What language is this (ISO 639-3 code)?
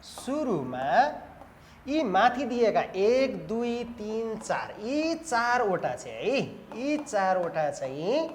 nep